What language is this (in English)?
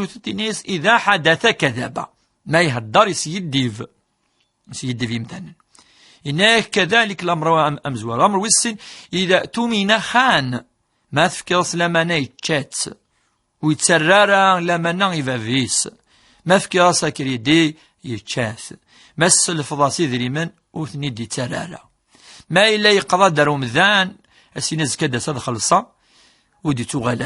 Kabyle